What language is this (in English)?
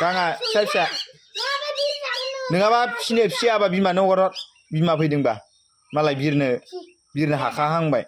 Bodo